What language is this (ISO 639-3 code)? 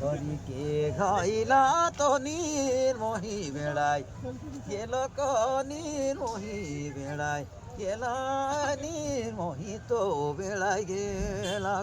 sck